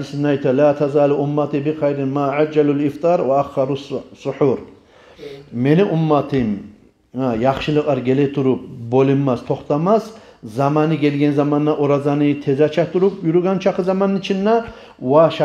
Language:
Kumyk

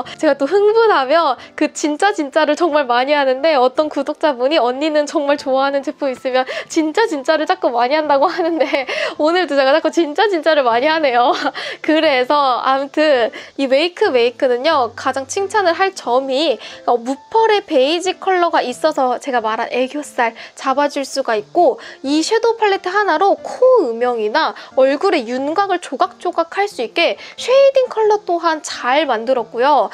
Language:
Korean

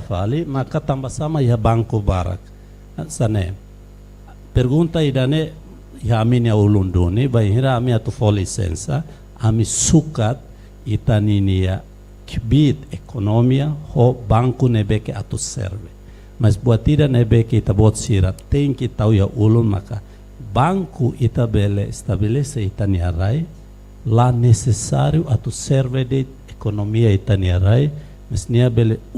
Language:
Tetum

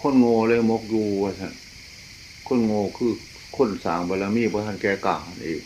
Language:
Northeastern Thai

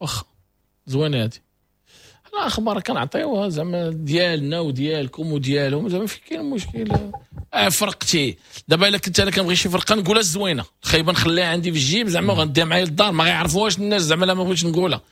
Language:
Moroccan Arabic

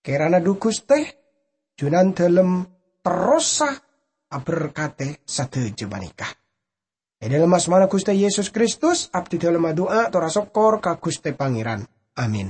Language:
Madurese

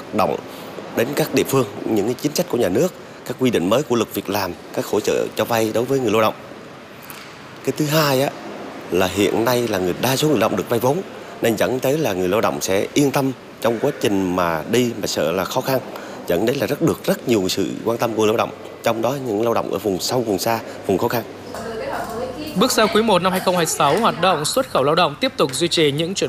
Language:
Vietnamese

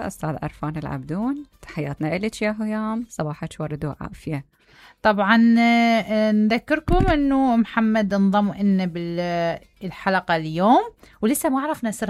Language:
Mesopotamian Arabic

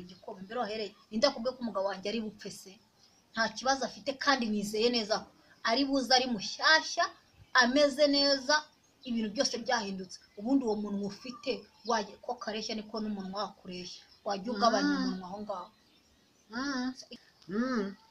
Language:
Kinyarwanda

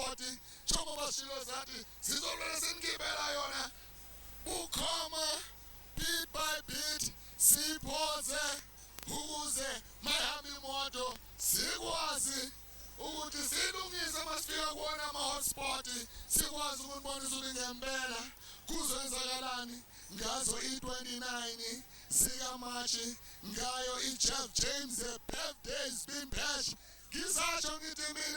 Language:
Zulu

